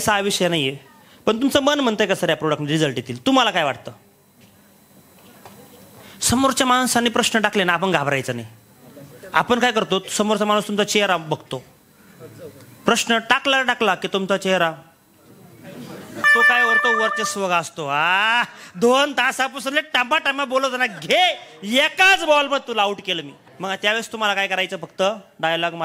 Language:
Marathi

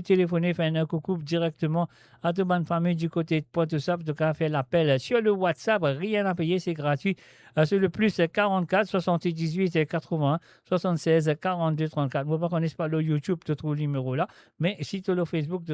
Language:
Morisyen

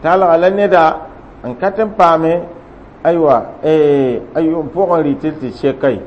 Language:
Mossi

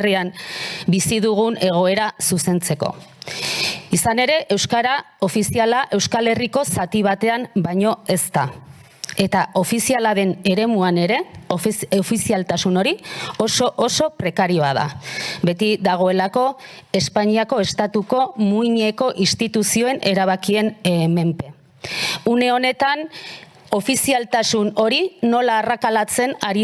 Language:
Basque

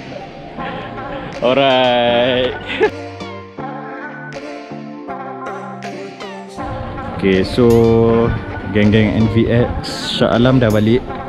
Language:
Malay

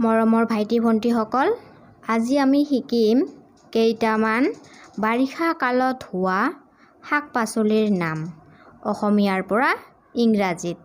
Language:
Assamese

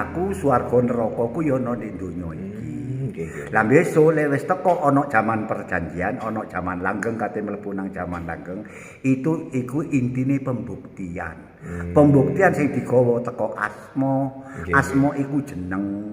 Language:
Javanese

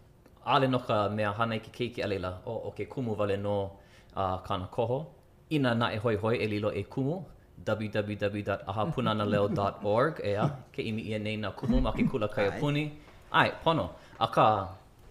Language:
Hawaiian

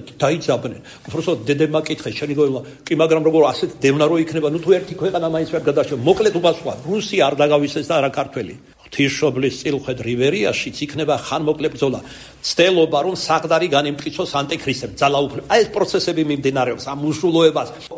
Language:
Georgian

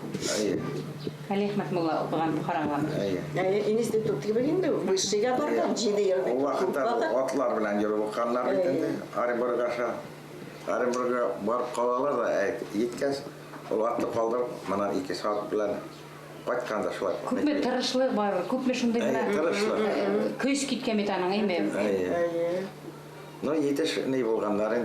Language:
Bashkir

